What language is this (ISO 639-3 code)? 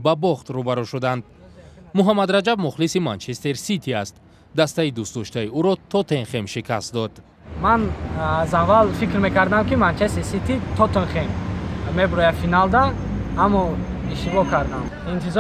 tgk